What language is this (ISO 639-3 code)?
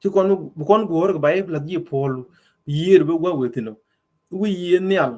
nus